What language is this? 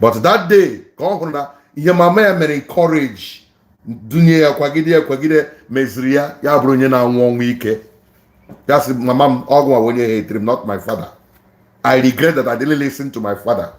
Igbo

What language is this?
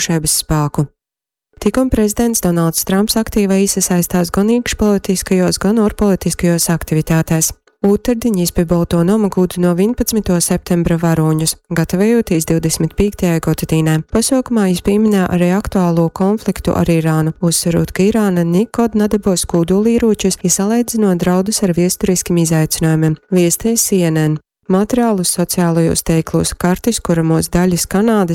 Latgalian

